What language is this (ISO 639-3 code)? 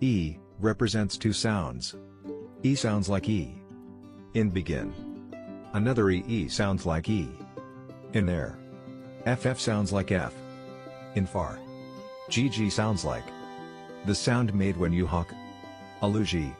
tsn